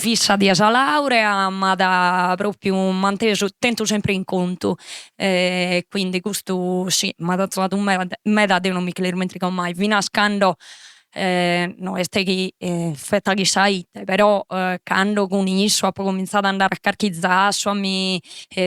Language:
Sardinian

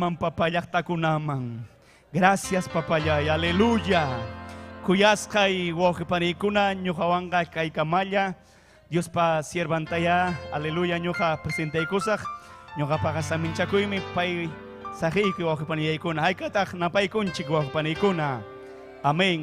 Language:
Ayacucho Quechua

